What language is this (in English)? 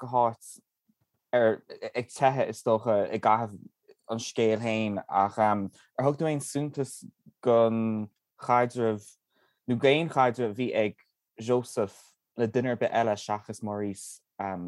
Irish